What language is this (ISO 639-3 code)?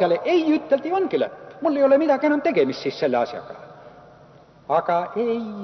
est